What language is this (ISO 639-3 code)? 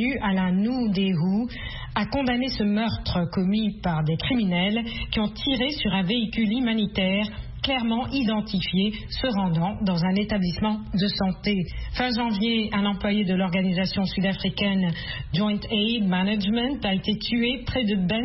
fra